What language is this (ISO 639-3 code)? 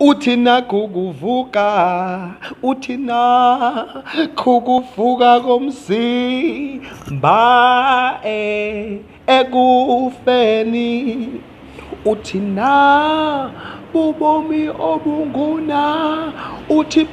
zul